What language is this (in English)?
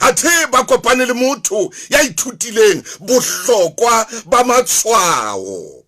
Southern Sotho